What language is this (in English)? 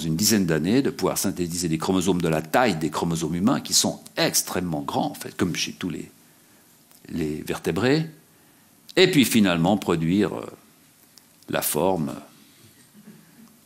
French